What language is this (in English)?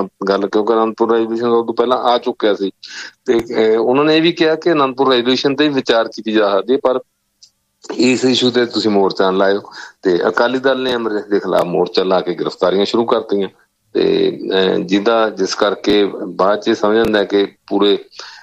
Punjabi